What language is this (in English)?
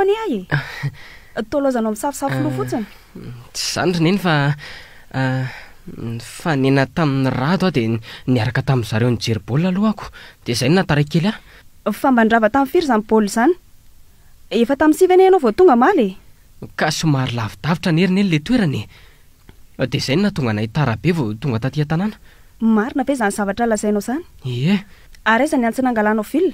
Malagasy